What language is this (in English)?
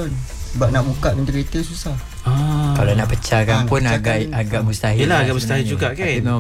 Malay